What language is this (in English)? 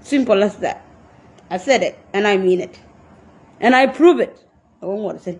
Nuer